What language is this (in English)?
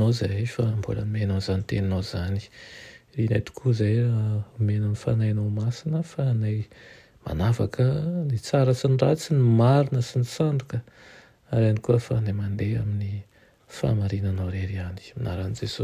Malagasy